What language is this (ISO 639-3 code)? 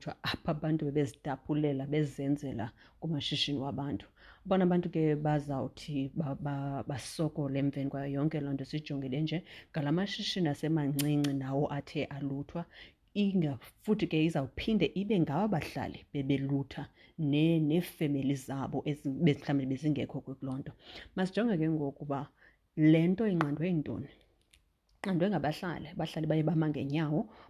xho